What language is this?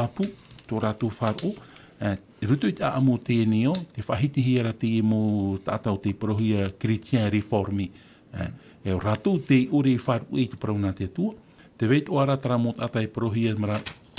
Tahitian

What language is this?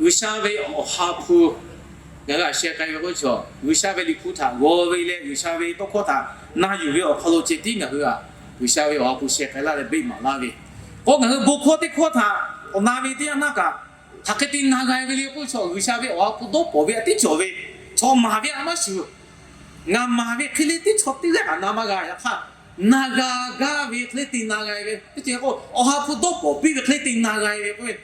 Lahu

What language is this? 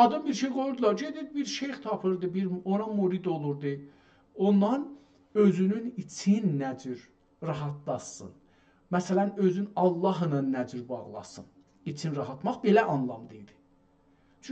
South Azerbaijani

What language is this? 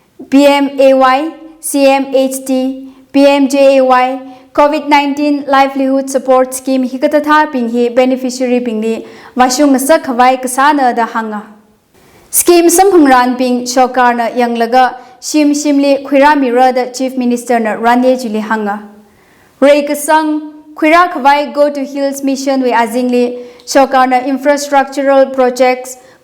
Tangkhul Naga (India)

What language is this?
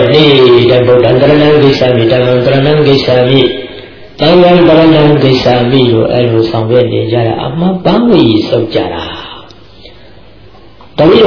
Burmese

